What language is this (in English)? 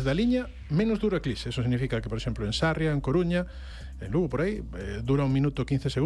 Galician